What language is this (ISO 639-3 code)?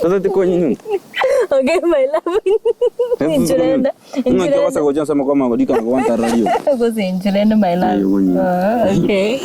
guz